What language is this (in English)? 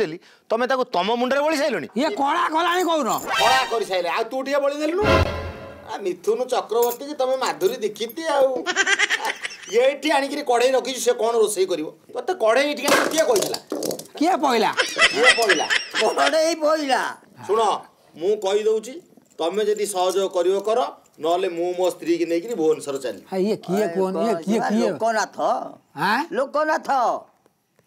Odia